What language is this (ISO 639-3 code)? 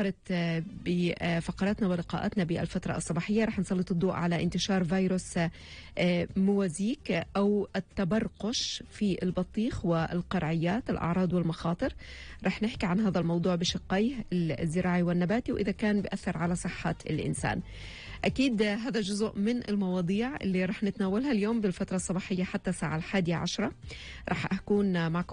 apc